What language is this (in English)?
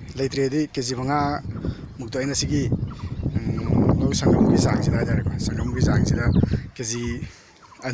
Manipuri